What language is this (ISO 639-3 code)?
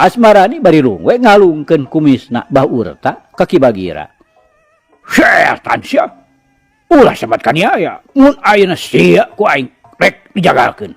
sun